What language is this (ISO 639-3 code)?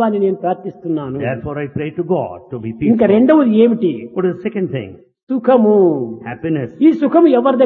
tel